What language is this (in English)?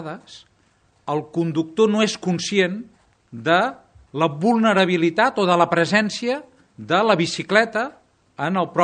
Catalan